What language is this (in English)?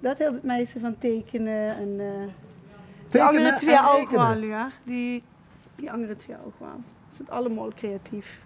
Limburgish